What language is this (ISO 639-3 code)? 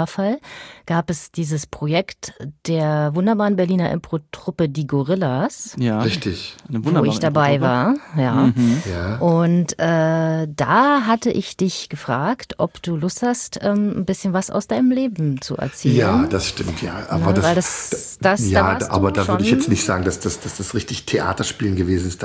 deu